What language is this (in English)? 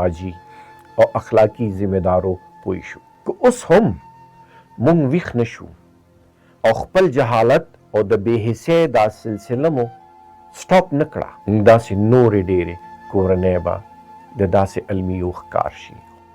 Pashto